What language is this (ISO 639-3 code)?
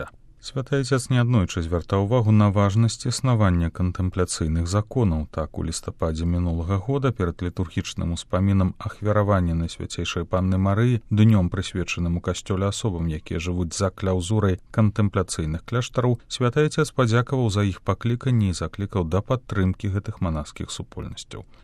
bel